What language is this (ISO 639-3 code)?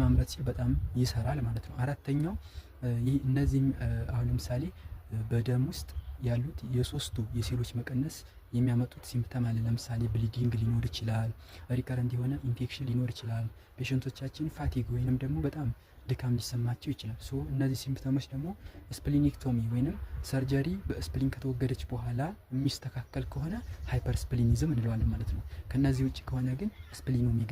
amh